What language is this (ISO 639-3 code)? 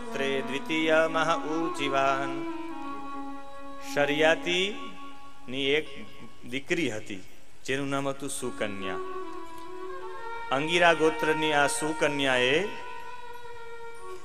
guj